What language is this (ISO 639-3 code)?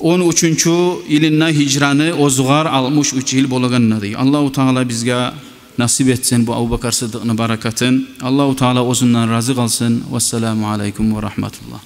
kum